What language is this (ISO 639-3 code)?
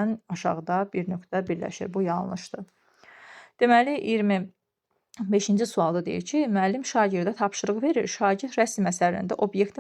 aze